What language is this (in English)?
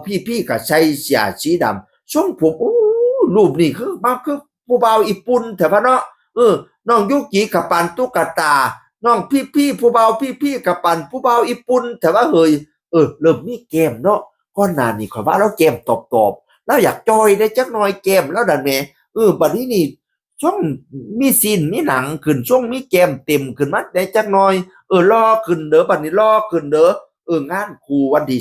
Northeastern Thai